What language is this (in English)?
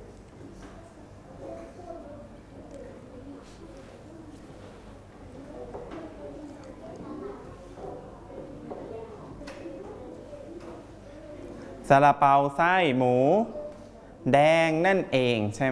Thai